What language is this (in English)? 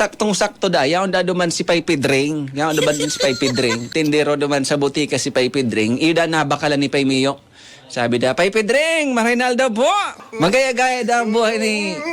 Bikol